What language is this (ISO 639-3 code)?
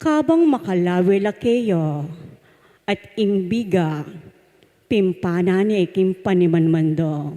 pam